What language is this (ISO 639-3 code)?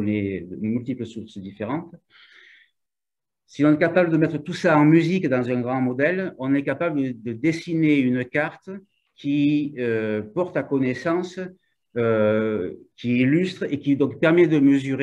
fra